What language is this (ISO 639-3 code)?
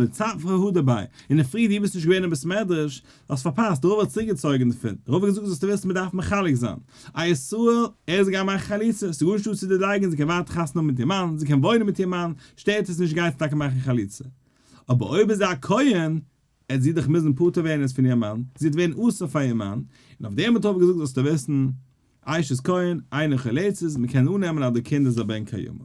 yid